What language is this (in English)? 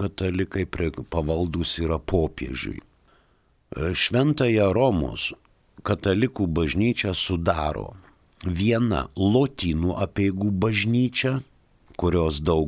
Lithuanian